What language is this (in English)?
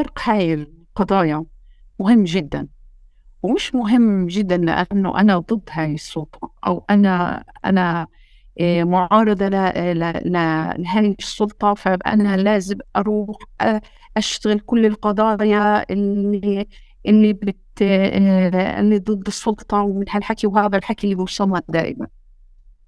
North Levantine Arabic